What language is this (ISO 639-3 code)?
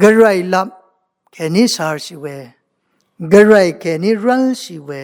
raw